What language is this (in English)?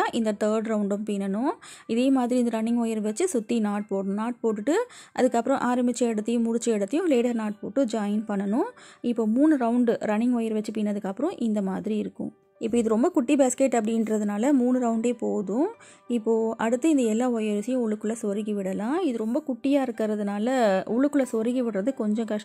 Tamil